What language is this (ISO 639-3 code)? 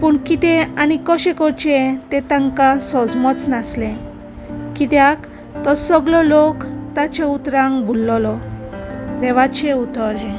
kok